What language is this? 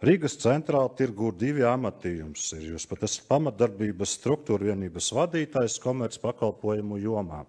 Latvian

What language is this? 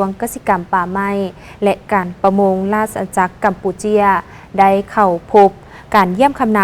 Lao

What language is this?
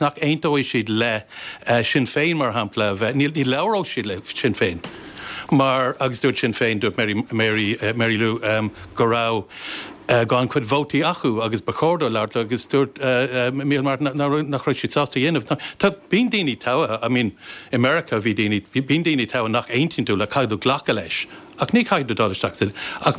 Irish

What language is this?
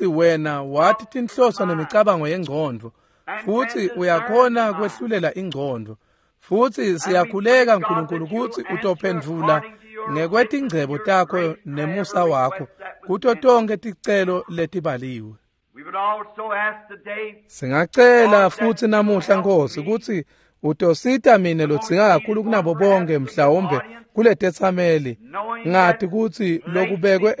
Swati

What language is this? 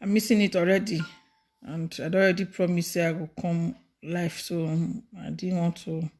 Nigerian Pidgin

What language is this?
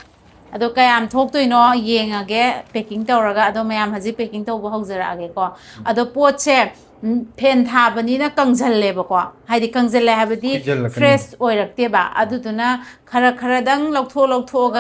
Manipuri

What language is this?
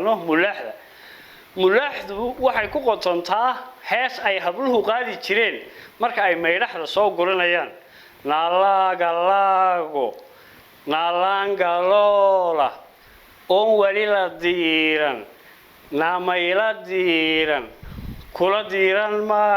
Somali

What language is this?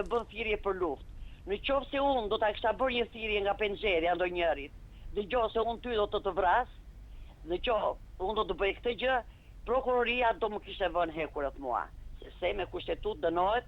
Albanian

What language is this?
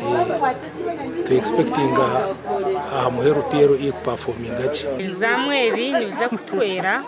Nyankole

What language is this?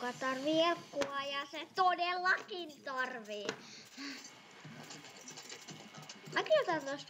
Finnish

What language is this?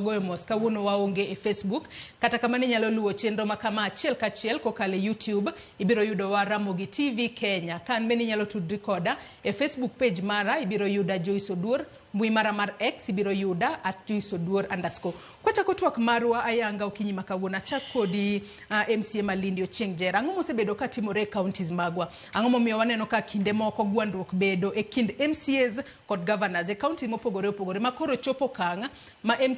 Luo (Kenya and Tanzania)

